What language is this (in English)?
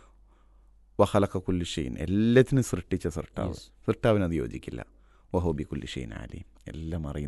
Malayalam